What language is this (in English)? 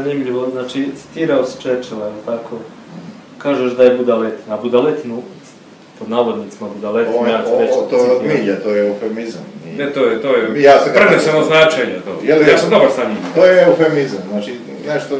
Croatian